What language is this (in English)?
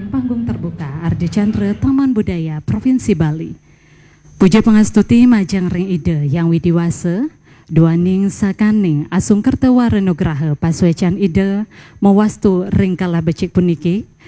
Balinese